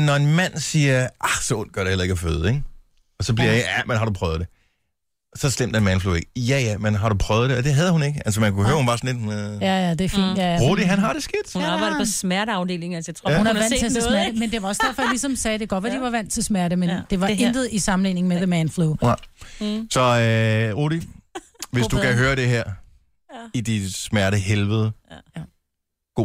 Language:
Danish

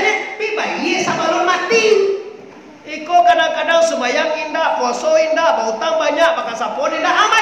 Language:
Minangkabau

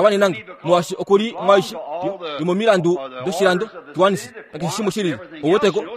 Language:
Kuanyama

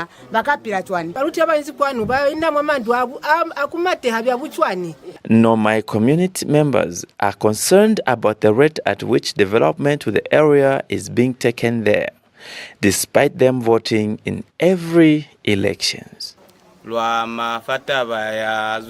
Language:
Lozi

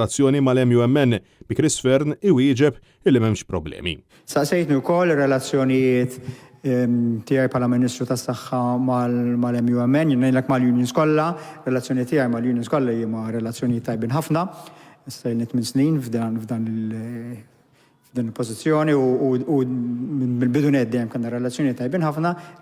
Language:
Maltese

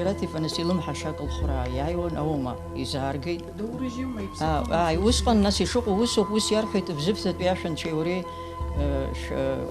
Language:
Abkhazian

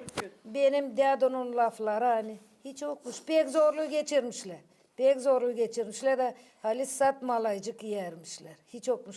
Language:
Gagauz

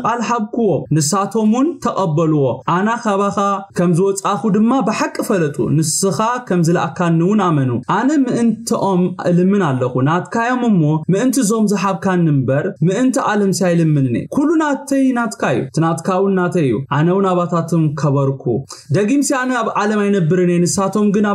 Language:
Tigrinya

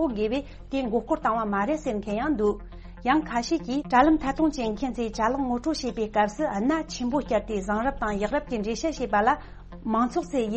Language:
Tibetan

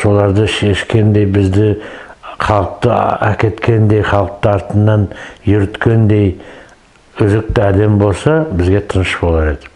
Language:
Nogai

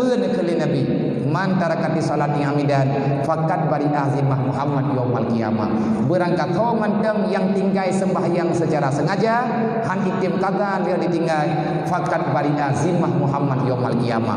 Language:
Achinese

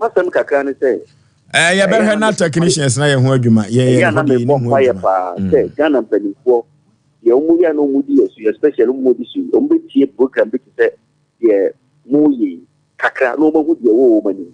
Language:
Akan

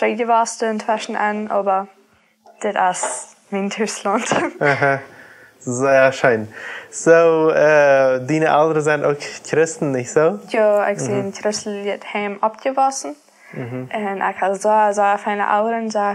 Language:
Plautdietsch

